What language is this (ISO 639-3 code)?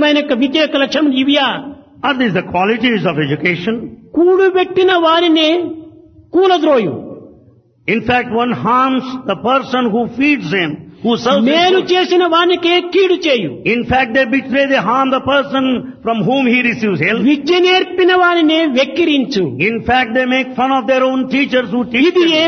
tel